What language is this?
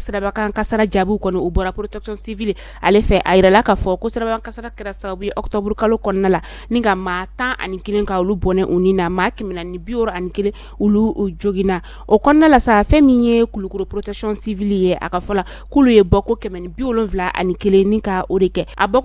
Bambara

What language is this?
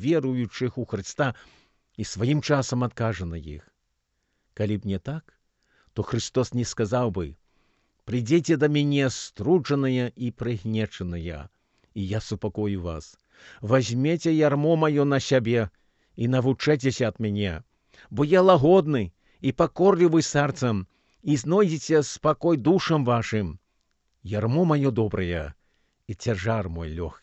Belarusian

